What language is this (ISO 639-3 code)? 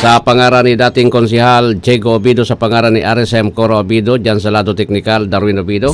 bik